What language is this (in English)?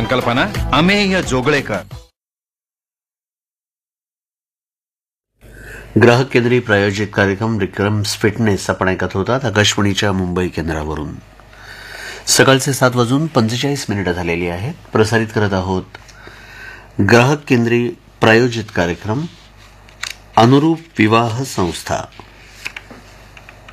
Marathi